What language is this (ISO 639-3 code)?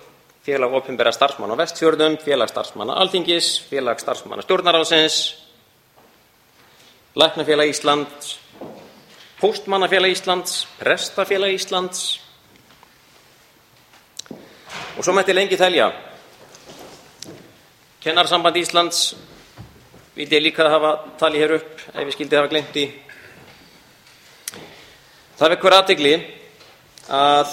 isl